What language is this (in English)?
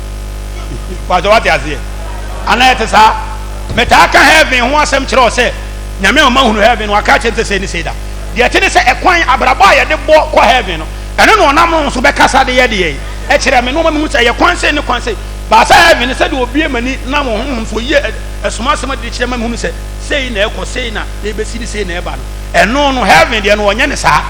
Akan